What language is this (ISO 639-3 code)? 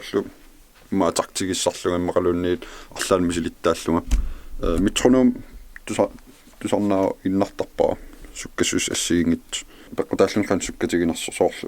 kal